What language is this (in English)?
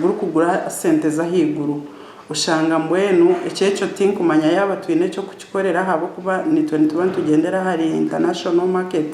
Nyankole